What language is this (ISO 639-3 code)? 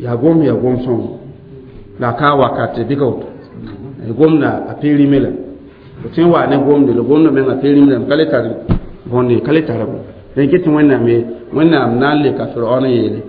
mos